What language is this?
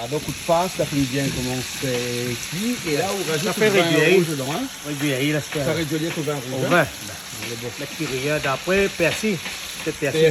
Réunion Creole French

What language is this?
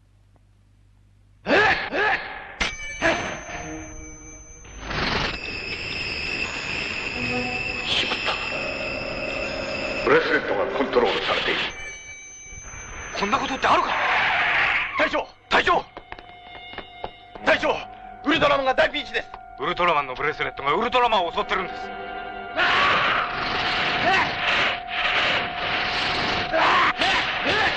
Japanese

